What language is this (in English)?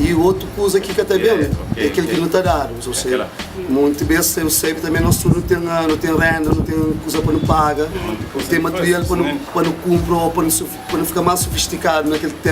Kabuverdianu